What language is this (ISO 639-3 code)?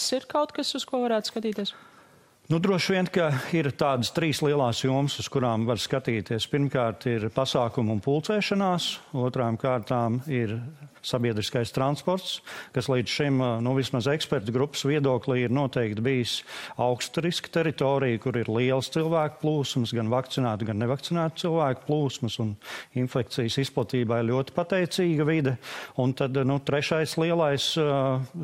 lav